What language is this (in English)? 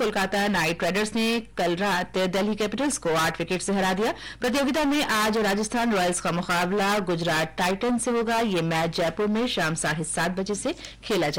Hindi